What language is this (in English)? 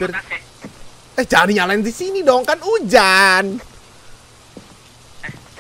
Indonesian